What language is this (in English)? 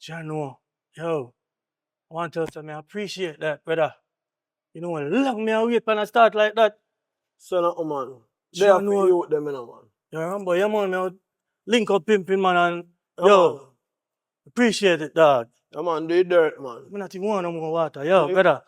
Jamaican Creole English